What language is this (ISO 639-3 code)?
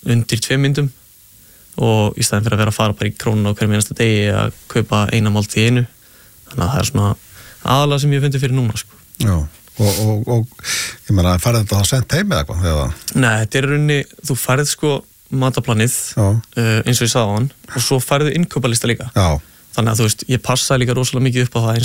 isl